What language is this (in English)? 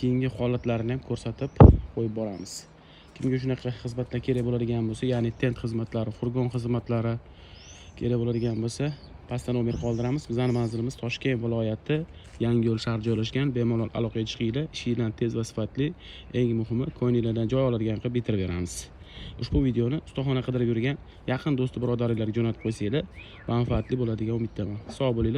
Uzbek